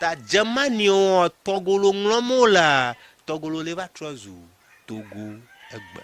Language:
Ewe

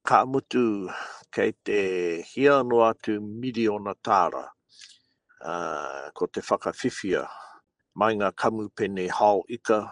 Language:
Māori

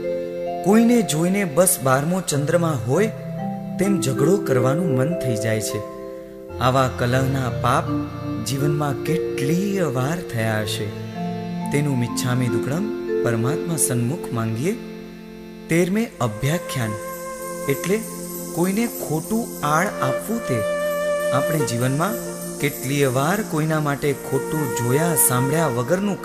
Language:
Gujarati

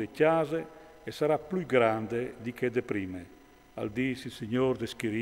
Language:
Friulian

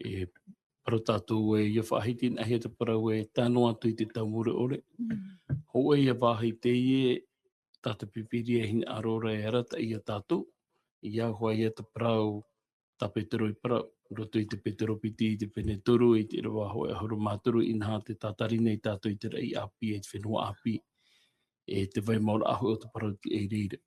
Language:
Tahitian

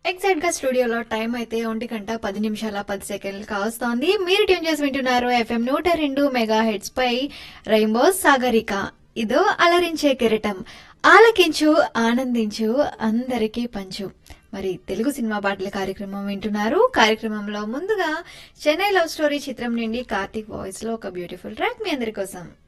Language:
Telugu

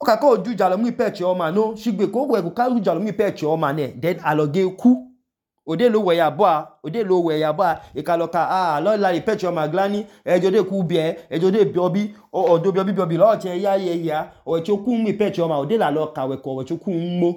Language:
Idoma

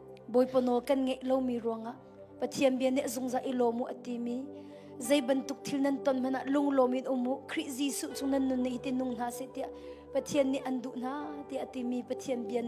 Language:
Hakha Chin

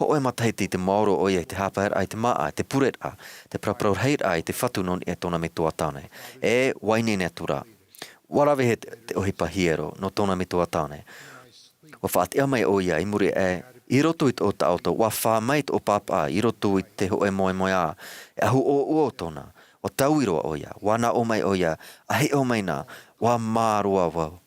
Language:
Tahitian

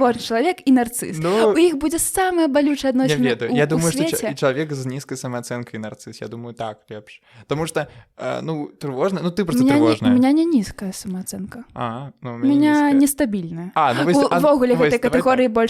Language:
Belarusian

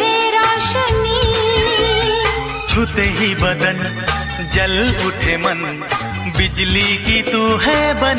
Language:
Hindi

